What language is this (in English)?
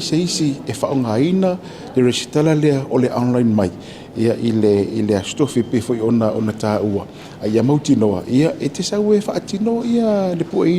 Samoan